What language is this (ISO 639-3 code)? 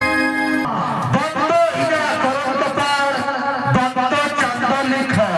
sat